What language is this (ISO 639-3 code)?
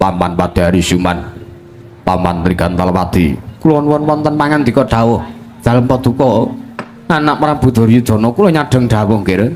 jav